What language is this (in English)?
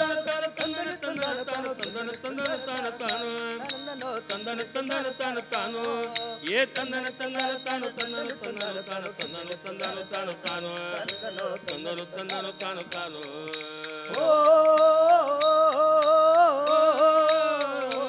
Kannada